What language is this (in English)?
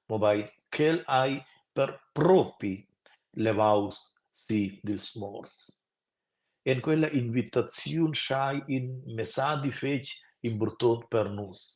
Romansh